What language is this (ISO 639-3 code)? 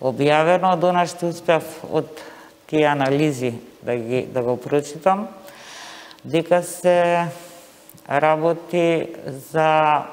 mkd